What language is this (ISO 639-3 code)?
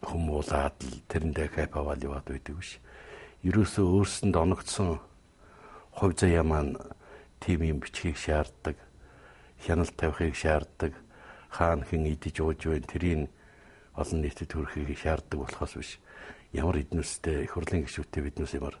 mon